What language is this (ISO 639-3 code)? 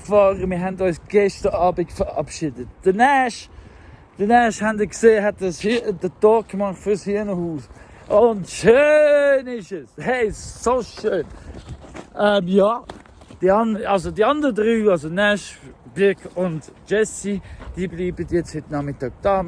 gsw